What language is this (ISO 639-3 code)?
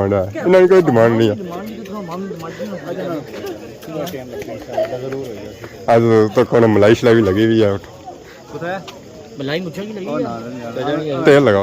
phr